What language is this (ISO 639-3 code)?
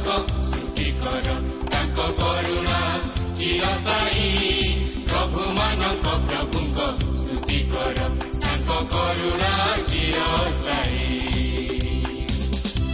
ori